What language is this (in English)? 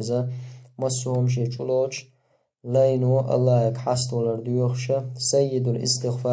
Chechen